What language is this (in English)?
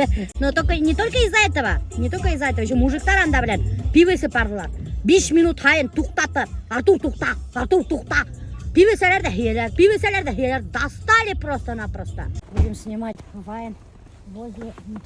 Bashkir